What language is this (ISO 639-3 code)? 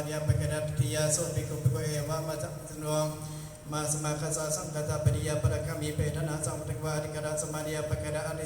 pli